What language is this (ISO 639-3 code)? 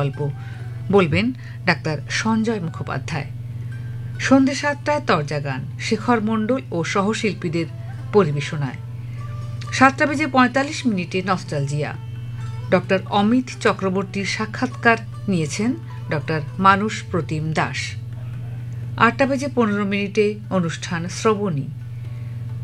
ben